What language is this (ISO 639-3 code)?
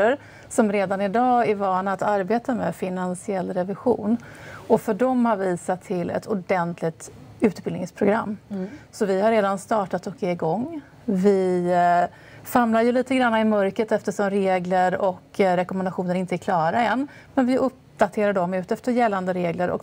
swe